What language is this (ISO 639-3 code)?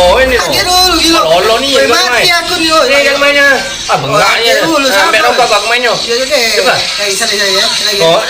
mui